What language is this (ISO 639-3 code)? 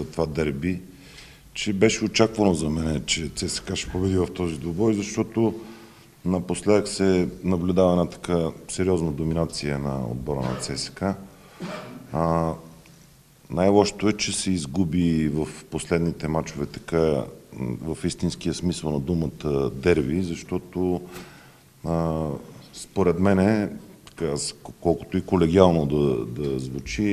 bul